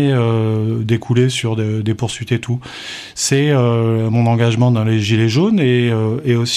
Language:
French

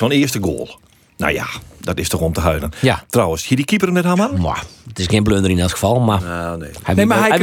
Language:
Western Frisian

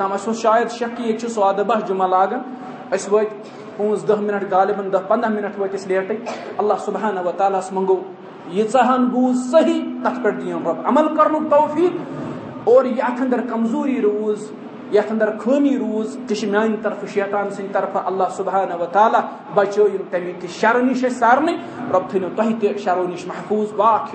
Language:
Kashmiri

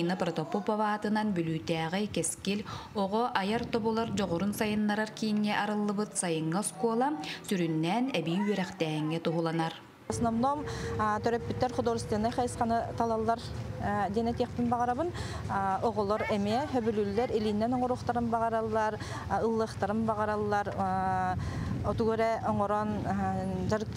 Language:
Yakut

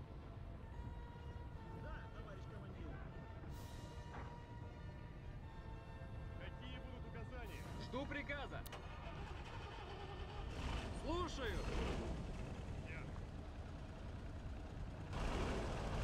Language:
Russian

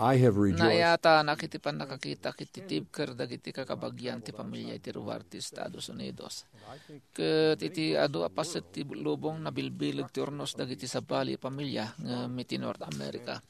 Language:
Iloko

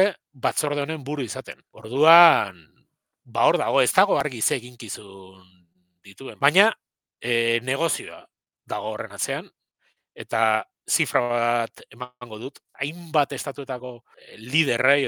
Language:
Basque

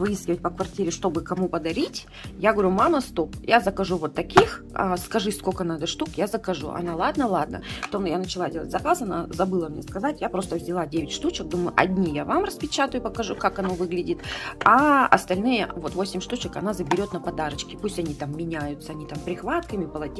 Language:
Russian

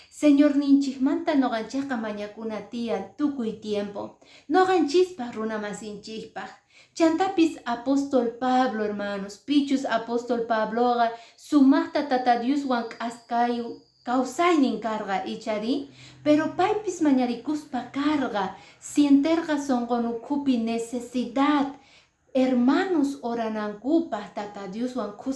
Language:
Quechua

